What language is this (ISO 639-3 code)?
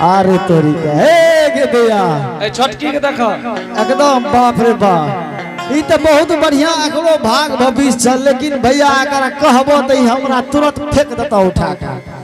anp